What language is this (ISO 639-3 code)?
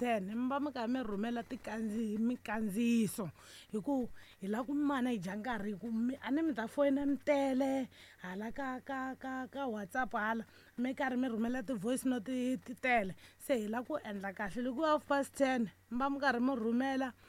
tso